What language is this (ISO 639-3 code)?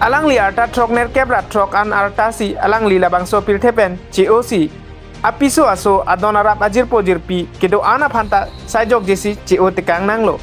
mjw